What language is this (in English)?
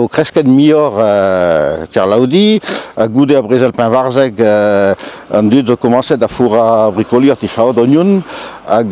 Breton